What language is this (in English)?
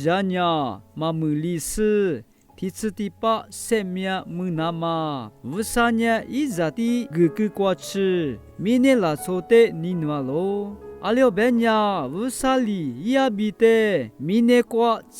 Lisu